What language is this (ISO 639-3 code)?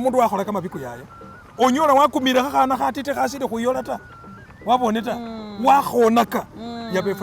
myx